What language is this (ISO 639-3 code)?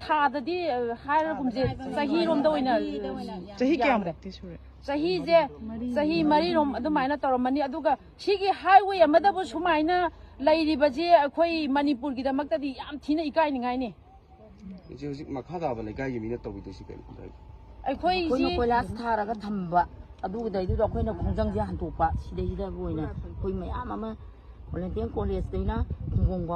mni